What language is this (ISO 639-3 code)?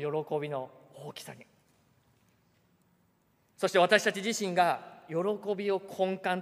jpn